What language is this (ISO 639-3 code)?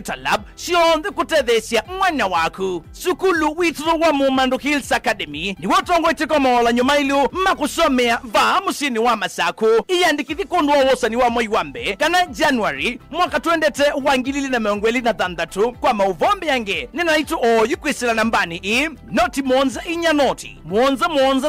kam